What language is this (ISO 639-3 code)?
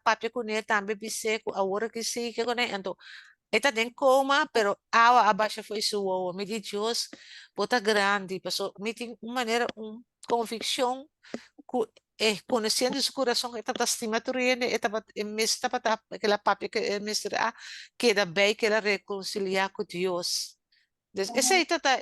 pap